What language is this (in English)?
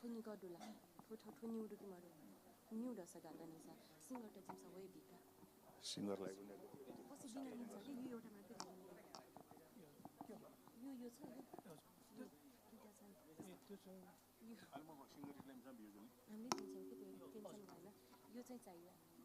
Newari